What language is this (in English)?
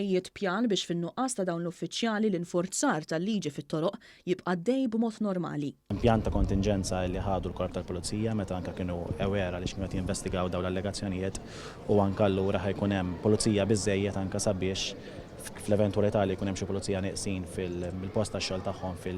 Maltese